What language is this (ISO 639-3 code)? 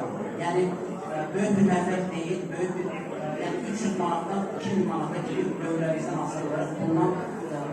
aze